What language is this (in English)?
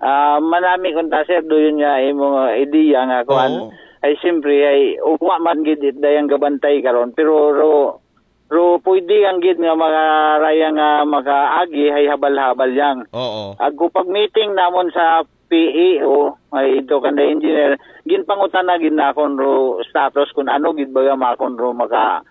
Aklanon